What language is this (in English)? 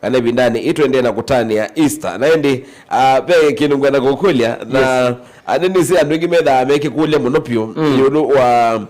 Kamba